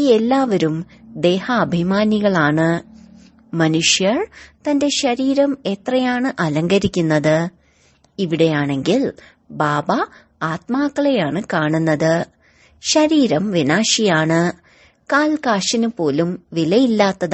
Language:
Malayalam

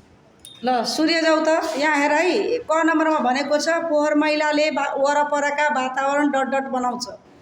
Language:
Nepali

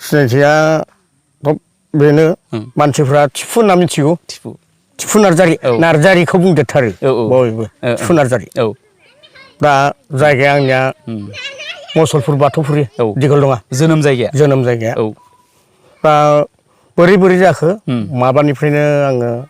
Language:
Bodo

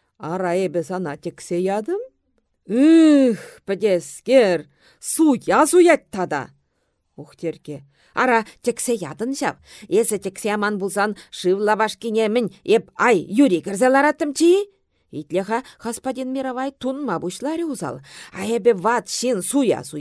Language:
Chuvash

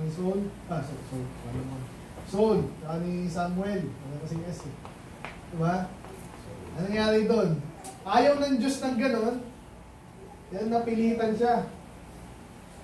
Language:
Filipino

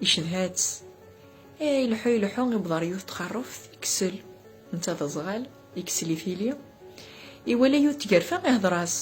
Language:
Kabyle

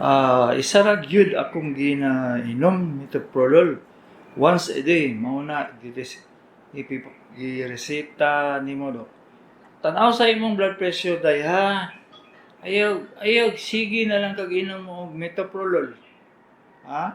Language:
Cebuano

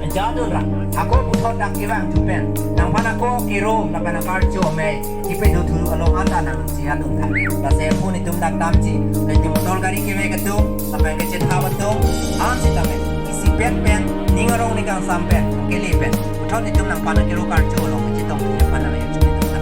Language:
Karbi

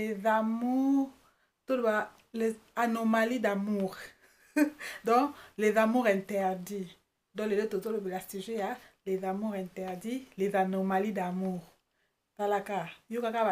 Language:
Lingala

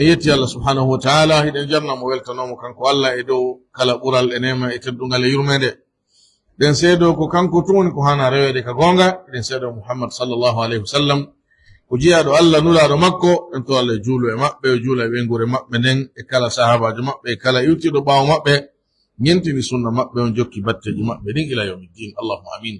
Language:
Pular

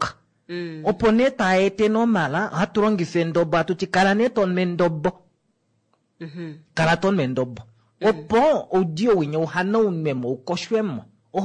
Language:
Kuanyama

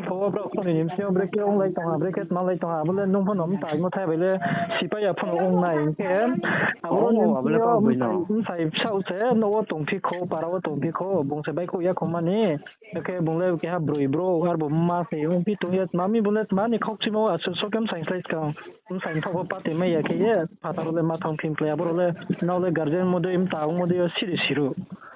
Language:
Riang (India)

